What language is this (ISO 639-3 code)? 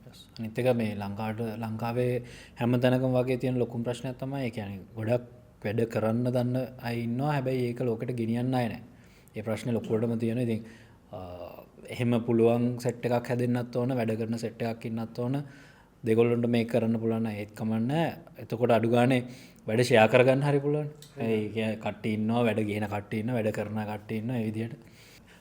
sin